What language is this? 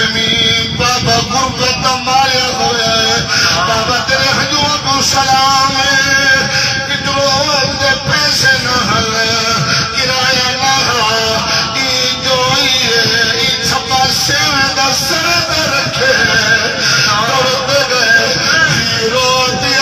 Saraiki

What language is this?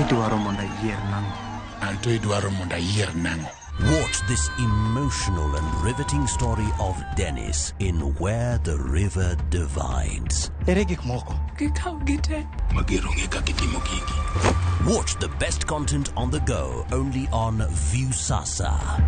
Luo (Kenya and Tanzania)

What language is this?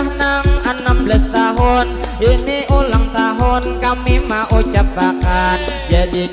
Banjar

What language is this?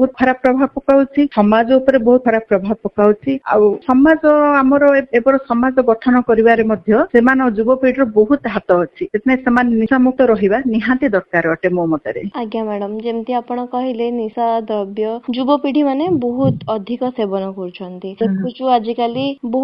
Odia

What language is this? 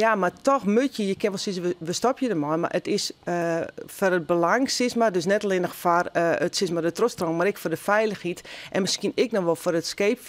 Western Frisian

